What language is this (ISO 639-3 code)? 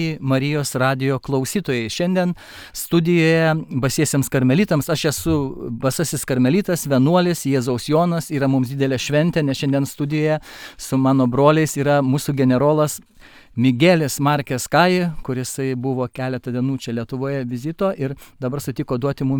lit